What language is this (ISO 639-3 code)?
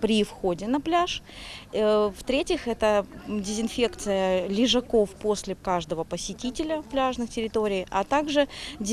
crh